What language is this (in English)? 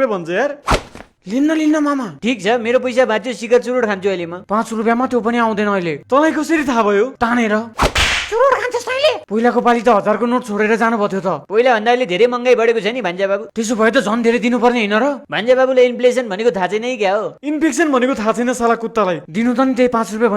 Nepali